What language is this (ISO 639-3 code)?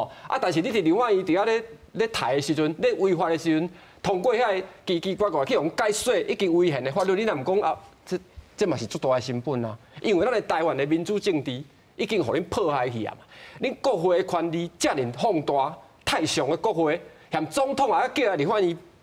nan